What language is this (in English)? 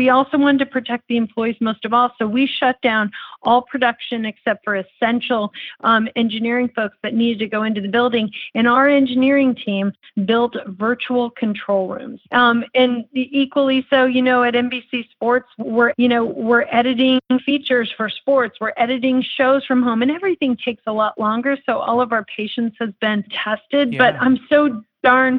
English